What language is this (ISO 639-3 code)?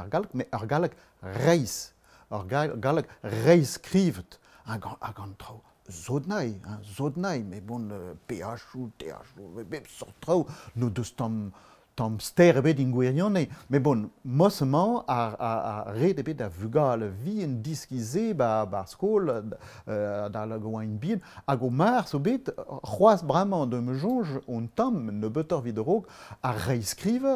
bre